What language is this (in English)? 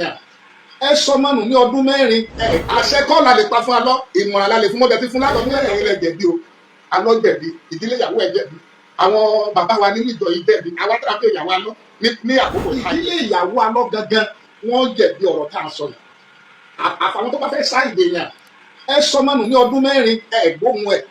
Yoruba